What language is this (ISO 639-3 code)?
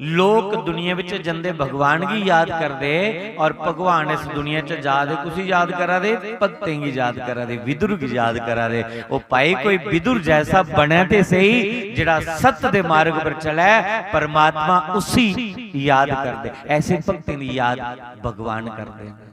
doi